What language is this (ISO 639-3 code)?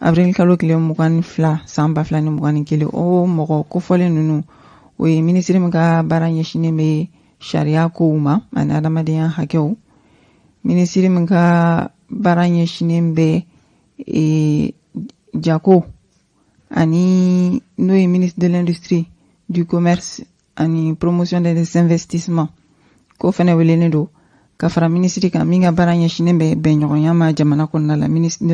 bam